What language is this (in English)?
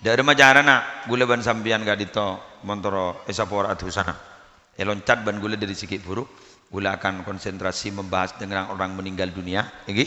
Madurese